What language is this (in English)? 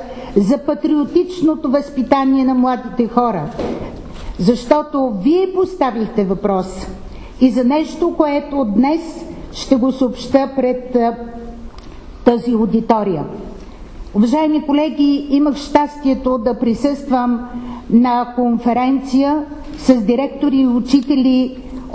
Bulgarian